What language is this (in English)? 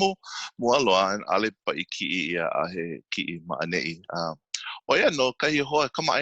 Hawaiian